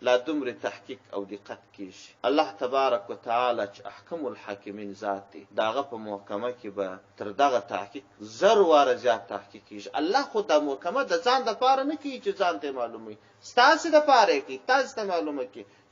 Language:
Pashto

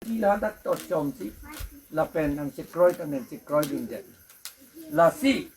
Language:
Karbi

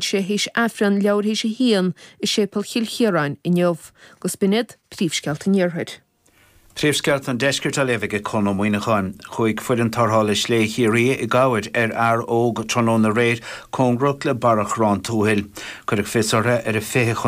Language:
Irish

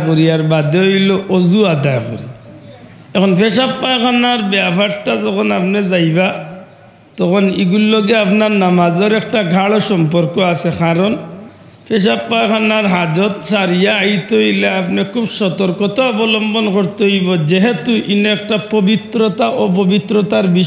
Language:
Sylheti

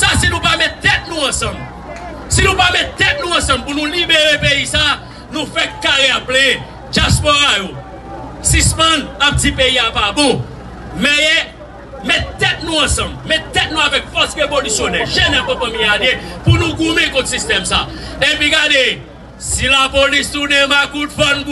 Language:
Haitian Creole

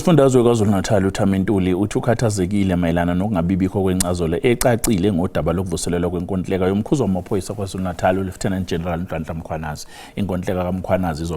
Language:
Zulu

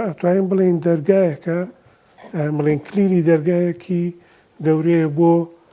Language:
Central Kurdish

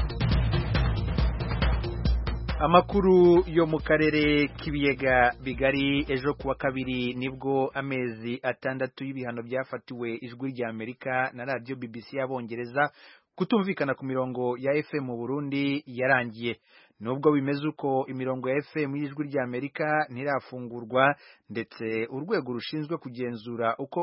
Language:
Kinyarwanda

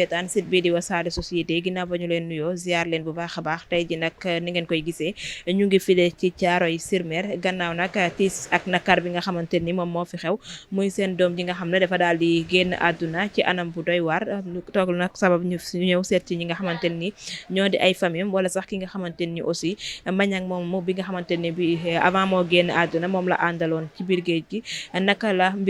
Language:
Wolof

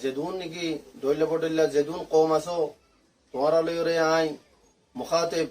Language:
Rohingya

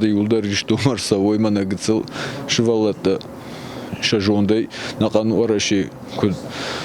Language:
Ossetic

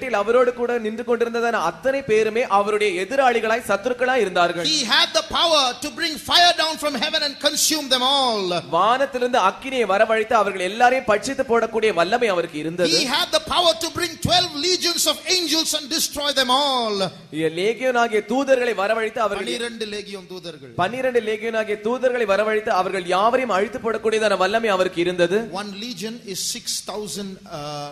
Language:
Tamil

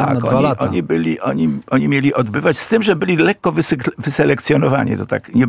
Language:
Polish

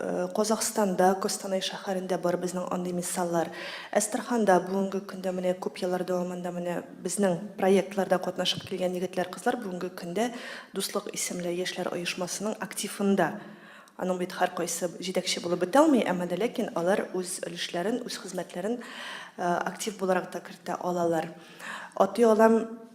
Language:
Tatar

